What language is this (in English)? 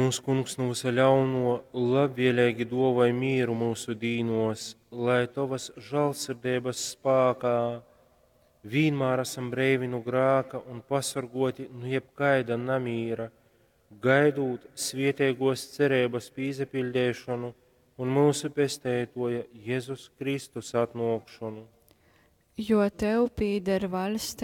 Latgalian